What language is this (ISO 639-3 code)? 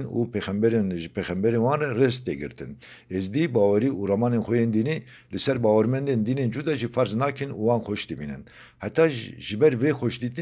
kur